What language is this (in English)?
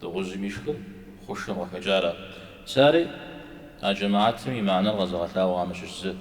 Kabardian